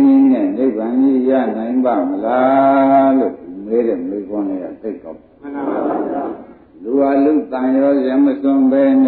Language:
Burmese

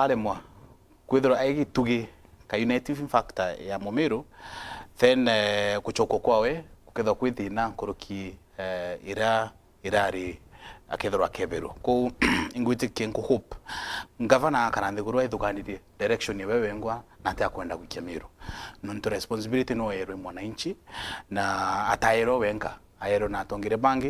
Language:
Meru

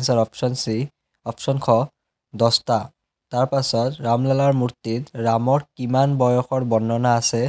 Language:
Assamese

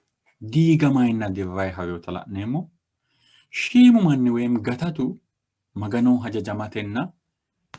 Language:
Sidamo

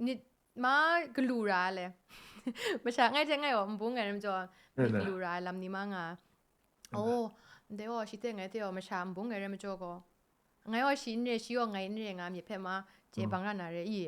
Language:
Kachin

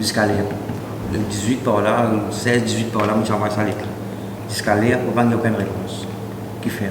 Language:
Morisyen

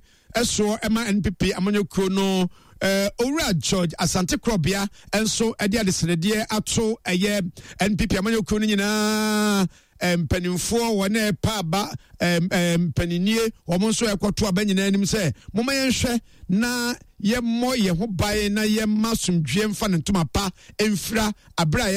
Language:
Akan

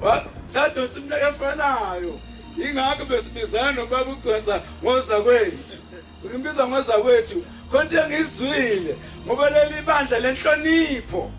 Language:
Zulu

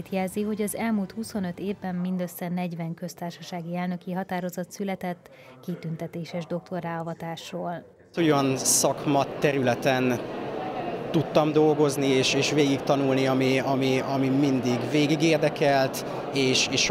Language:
Hungarian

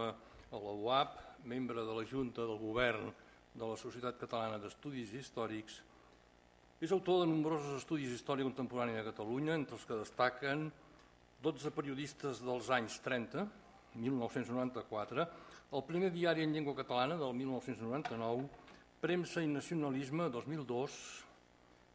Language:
Catalan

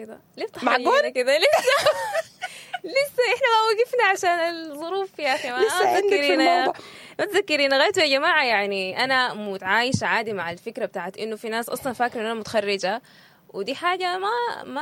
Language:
Sudanese Arabic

